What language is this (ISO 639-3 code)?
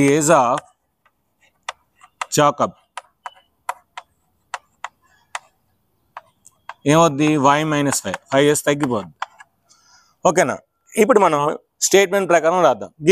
tel